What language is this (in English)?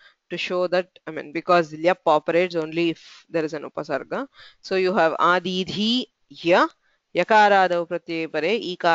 Sanskrit